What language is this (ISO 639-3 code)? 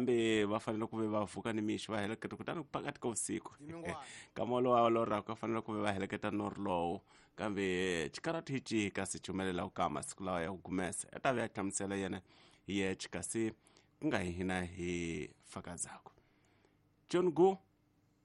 tso